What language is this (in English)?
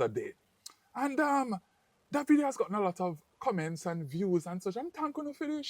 Jamaican Creole English